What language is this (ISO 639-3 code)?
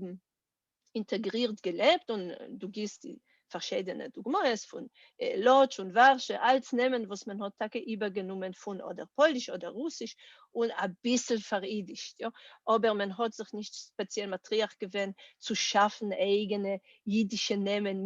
yid